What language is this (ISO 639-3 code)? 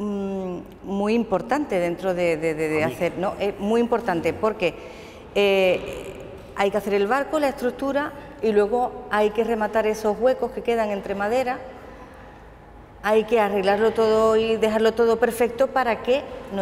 spa